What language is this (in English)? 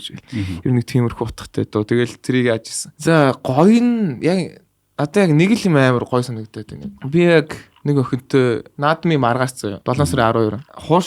Mongolian